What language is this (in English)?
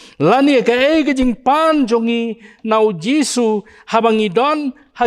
Khasi